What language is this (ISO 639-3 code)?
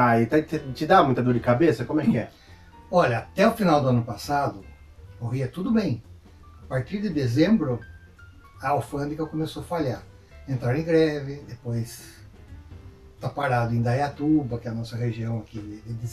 por